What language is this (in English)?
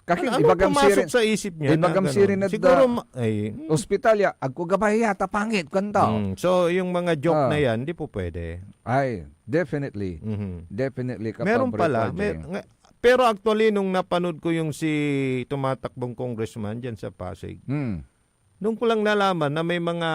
Pangasinan